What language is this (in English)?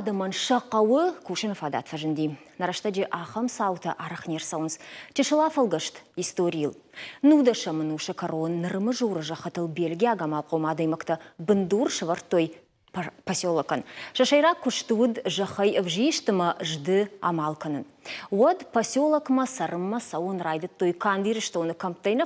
Ossetic